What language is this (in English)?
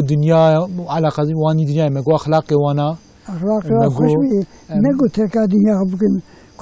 Kurdish